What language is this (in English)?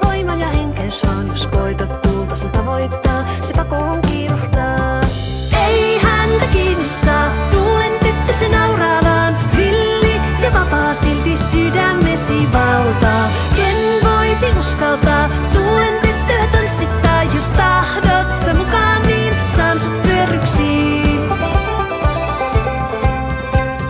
Finnish